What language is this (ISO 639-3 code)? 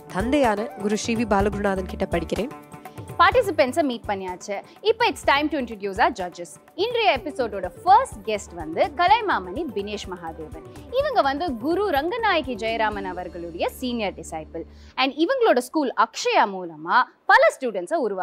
tam